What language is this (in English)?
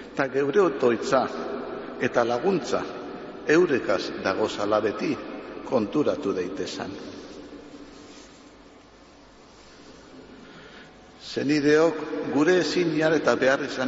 Basque